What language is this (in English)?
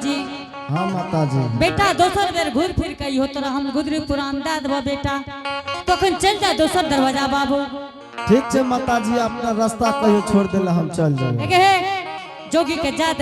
Angika